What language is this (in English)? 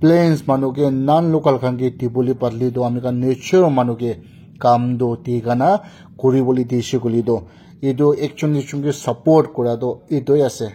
Naga Pidgin